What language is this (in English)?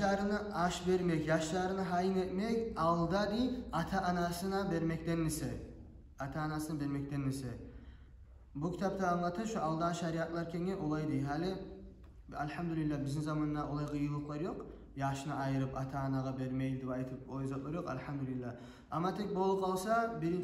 Kumyk